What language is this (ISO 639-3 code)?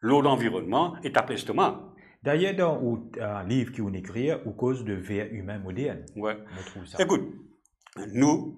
mfe